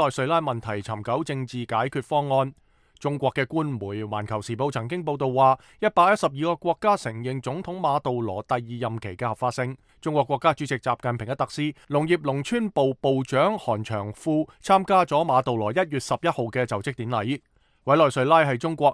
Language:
Cantonese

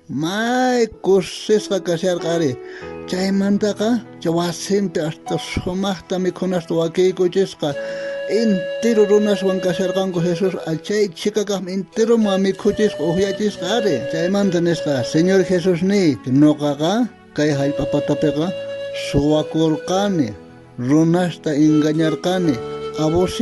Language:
South Bolivian Quechua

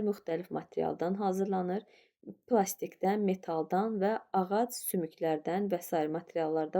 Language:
Azerbaijani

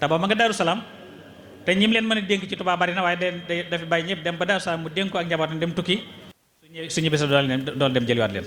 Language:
Wolof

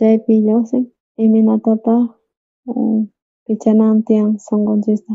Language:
South Bolivian Quechua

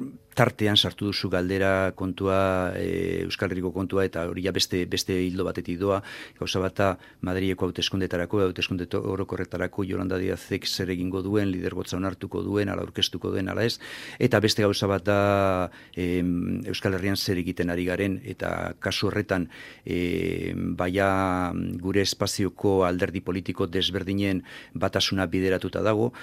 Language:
Basque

